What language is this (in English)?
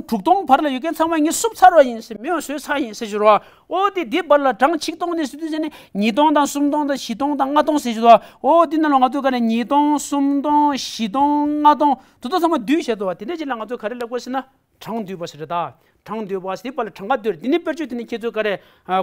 Tibetan